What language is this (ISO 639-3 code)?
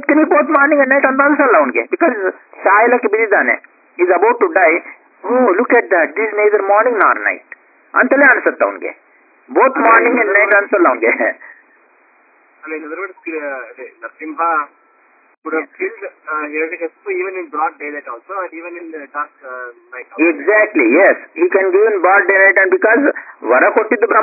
kan